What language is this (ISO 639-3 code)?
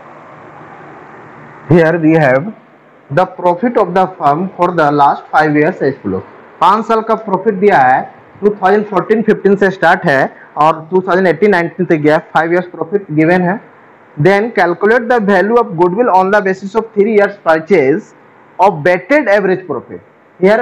hin